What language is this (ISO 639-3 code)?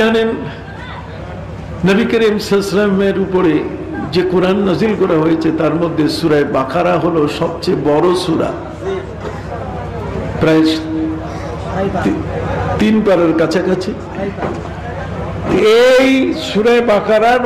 ben